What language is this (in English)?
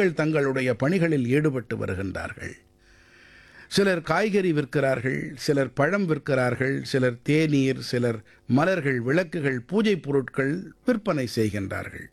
Tamil